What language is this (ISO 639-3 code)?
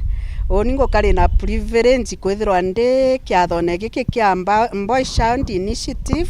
mer